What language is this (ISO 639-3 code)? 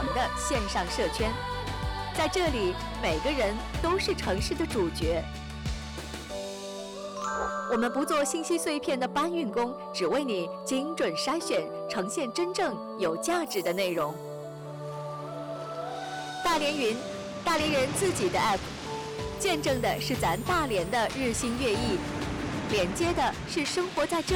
zho